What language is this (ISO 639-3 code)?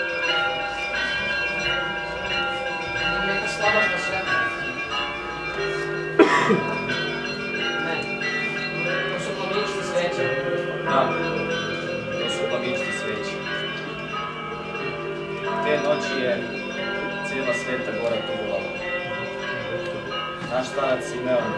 srp